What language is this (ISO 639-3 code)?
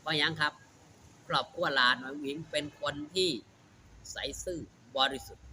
tts